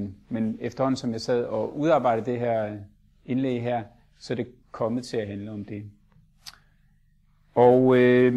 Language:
Danish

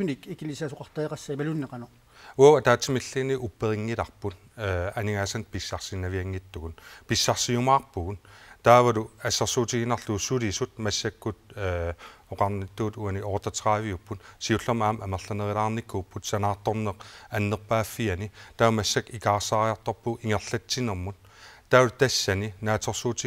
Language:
Kalaallisut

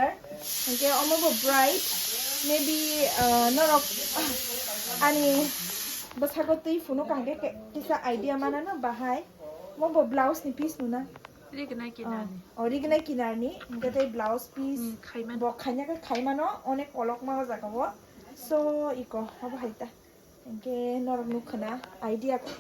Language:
Kok Borok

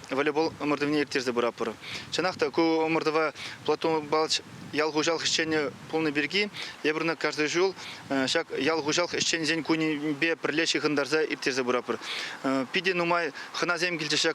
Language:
Chuvash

